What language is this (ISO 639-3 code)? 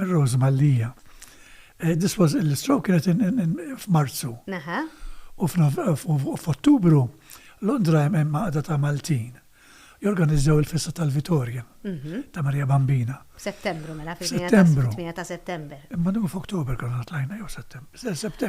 mlt